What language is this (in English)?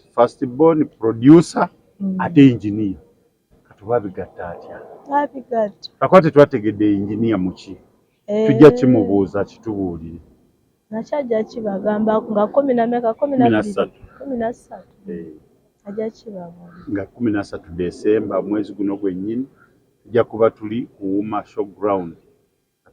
Ganda